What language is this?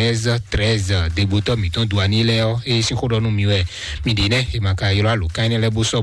Fon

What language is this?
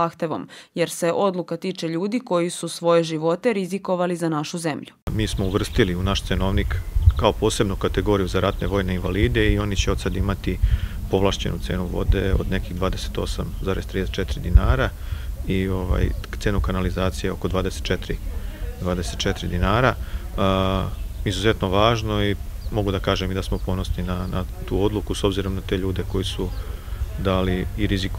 Serbian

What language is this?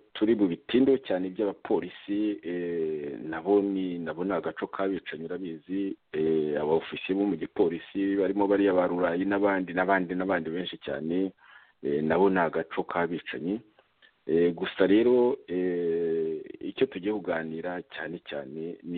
Kinyarwanda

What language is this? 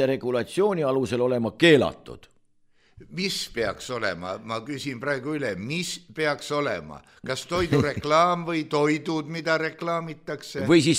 Estonian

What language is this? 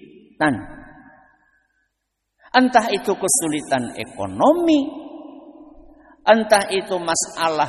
Indonesian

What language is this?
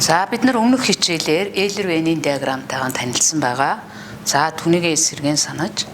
Mongolian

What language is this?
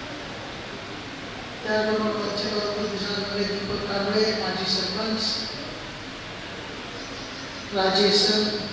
Marathi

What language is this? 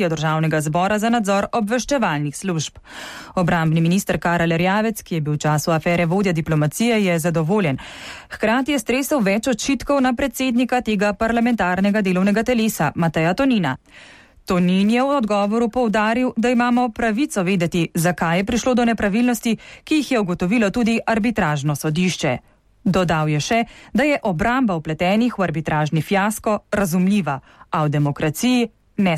Slovenian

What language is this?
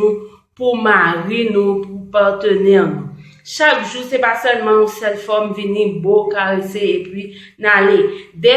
Haitian Creole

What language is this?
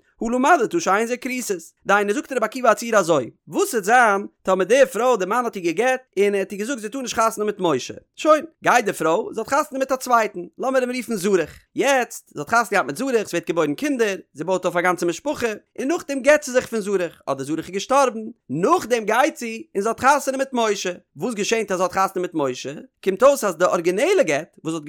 Yiddish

